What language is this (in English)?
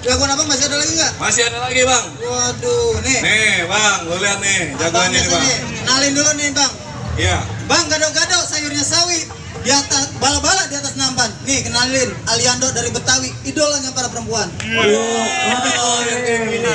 Betawi